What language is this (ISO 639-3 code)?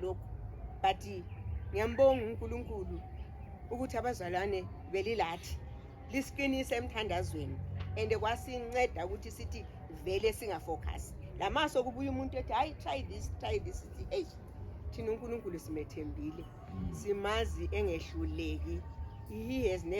zul